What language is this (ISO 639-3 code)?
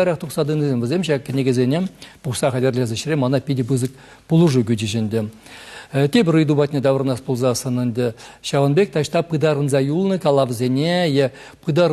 chv